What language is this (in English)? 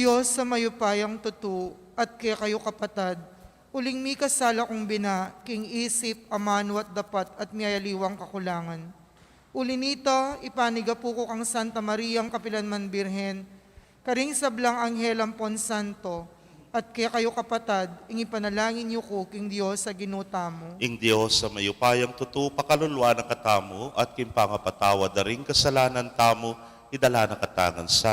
Pampanga